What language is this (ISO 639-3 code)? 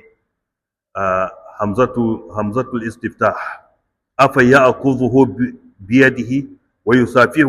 hau